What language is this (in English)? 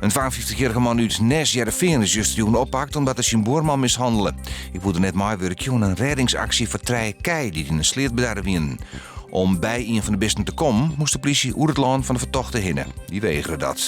Western Frisian